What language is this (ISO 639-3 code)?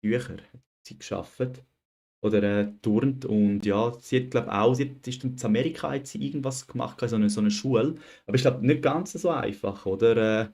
gsw